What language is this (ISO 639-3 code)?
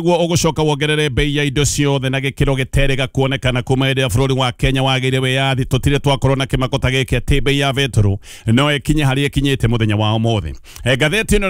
kik